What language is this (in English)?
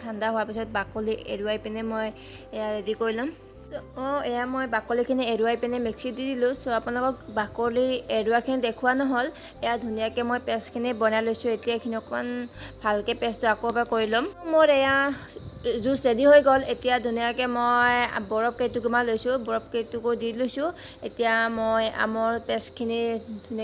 Assamese